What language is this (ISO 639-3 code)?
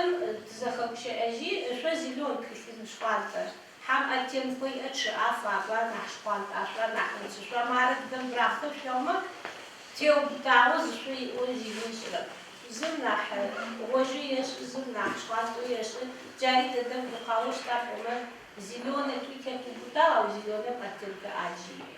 ady